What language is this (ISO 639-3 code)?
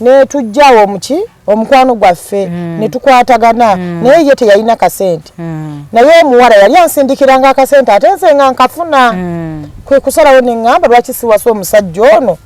lug